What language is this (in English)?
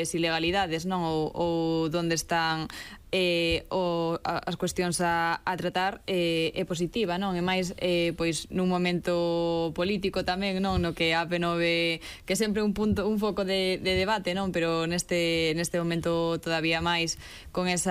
Galician